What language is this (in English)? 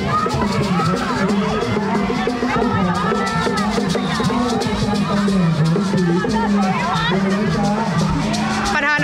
Thai